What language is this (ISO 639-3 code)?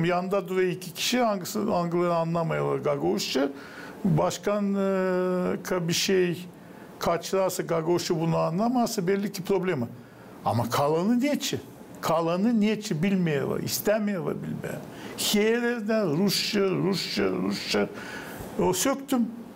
gag